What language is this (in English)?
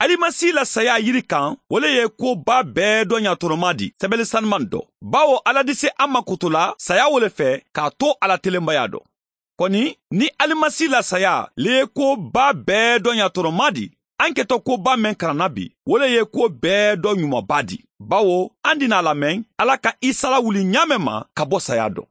Mandingo